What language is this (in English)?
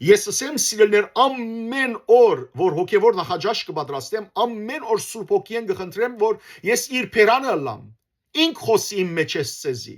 Western Armenian